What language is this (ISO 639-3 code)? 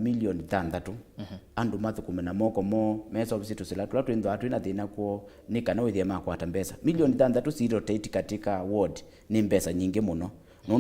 kam